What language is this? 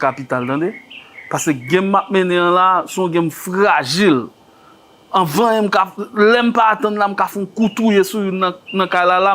Haitian Creole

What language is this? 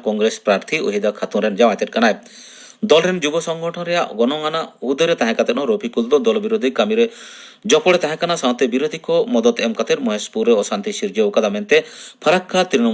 Santali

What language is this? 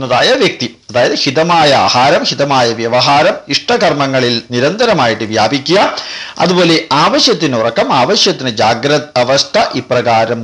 Malayalam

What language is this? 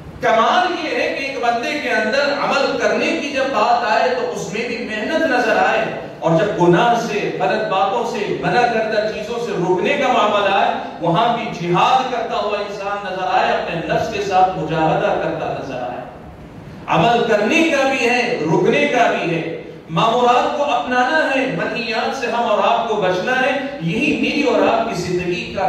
Urdu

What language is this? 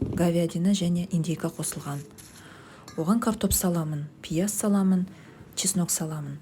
Kazakh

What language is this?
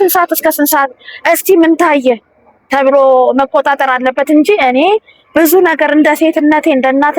Amharic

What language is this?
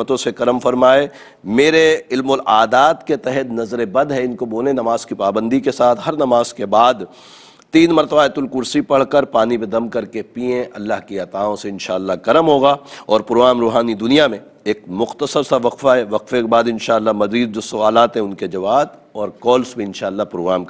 Urdu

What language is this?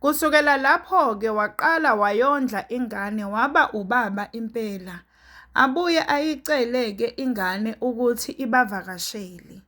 Zulu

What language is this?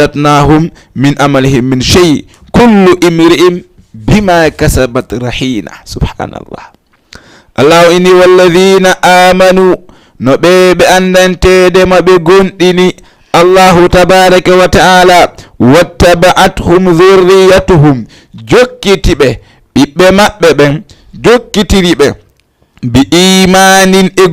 Fula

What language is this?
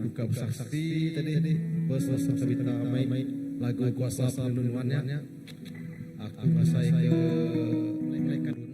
Iban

